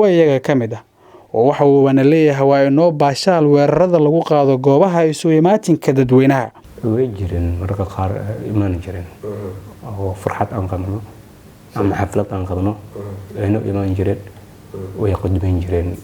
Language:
Somali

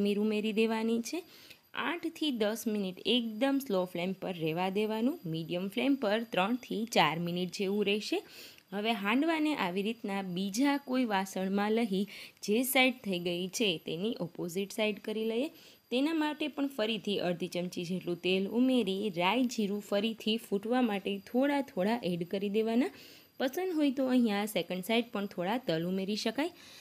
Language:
Gujarati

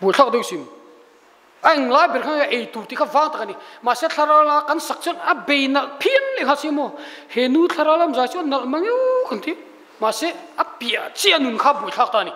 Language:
Mizo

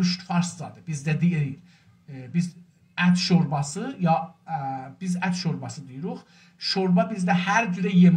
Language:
South Azerbaijani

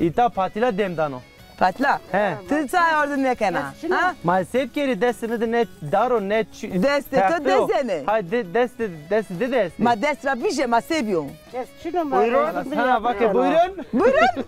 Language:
Zaza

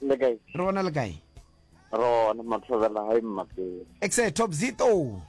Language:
Northern Sotho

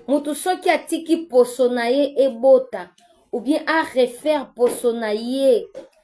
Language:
Lingala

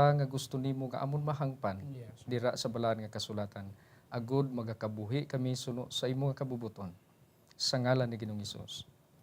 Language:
Hiligaynon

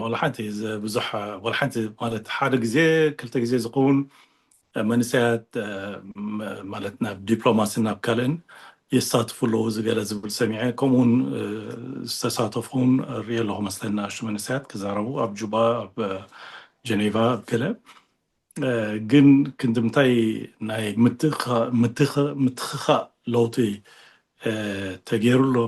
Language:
Tigrinya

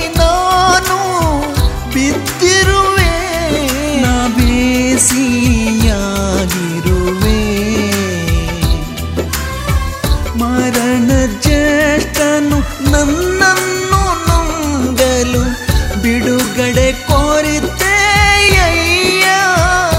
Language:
Kannada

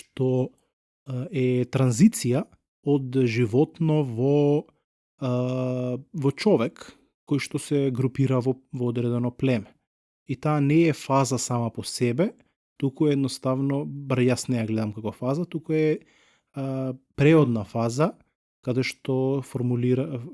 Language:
Macedonian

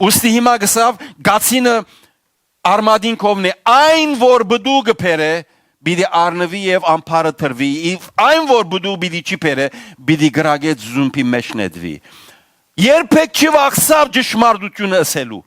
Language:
Western Armenian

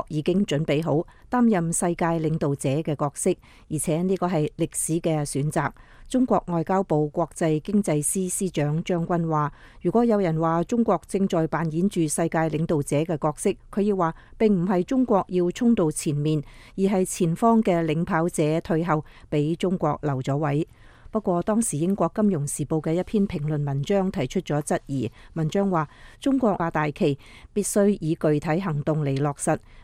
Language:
Cantonese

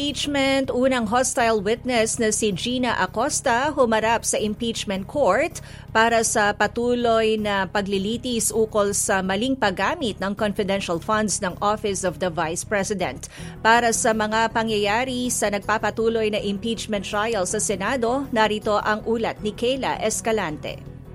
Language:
Filipino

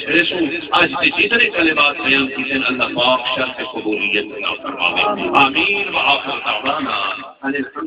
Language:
Saraiki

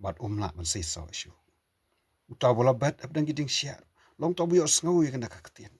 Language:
Khasi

